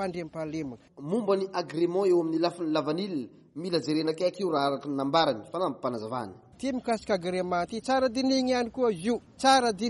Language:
Malagasy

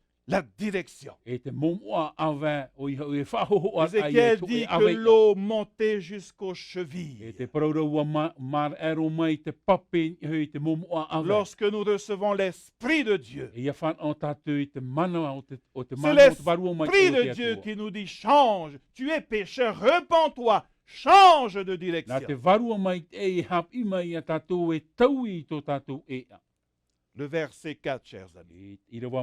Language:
Tahitian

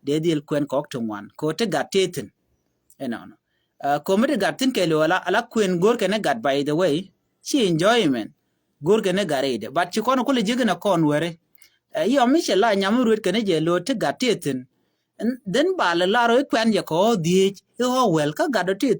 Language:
Nuer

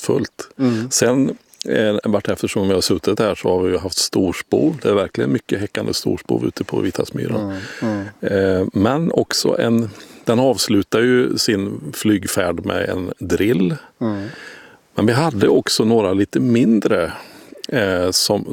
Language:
Swedish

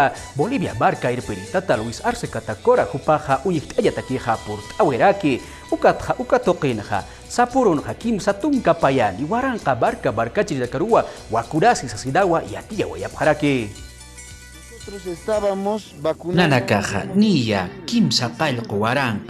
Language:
Aymara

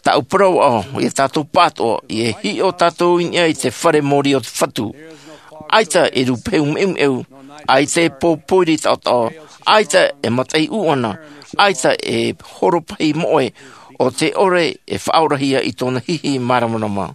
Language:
Tahitian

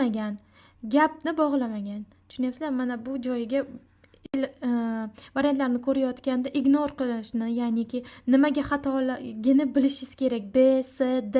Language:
Uzbek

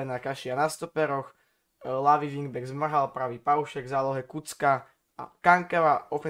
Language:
Slovak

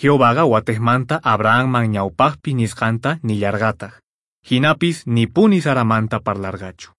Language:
Quechua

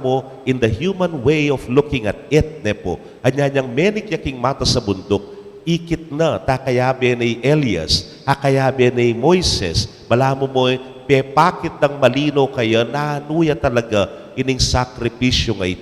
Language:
Pampanga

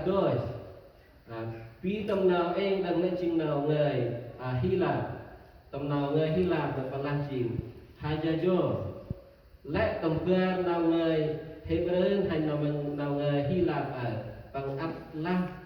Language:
Central Mnong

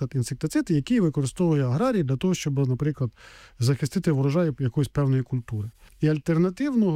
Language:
Ukrainian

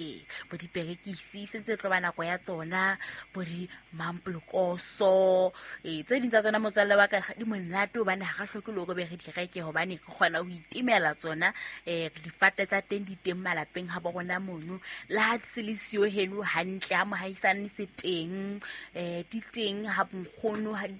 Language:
Southern Sotho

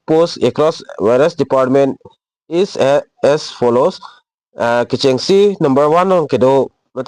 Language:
Karbi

